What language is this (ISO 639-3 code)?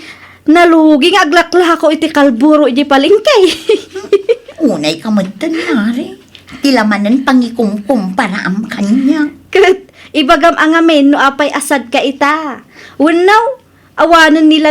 ilo